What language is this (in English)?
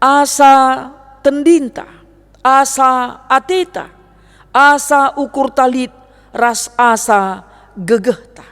Batak Karo